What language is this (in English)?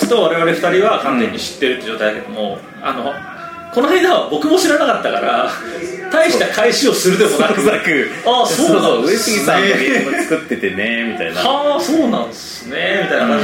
Japanese